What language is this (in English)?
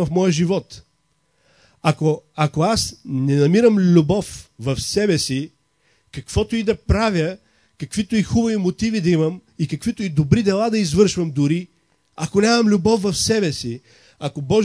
Bulgarian